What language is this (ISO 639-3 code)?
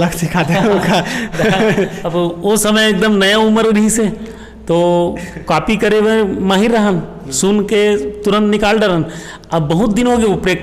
hne